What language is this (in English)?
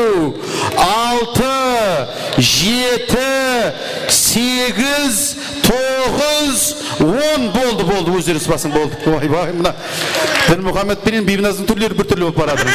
Kara-Kalpak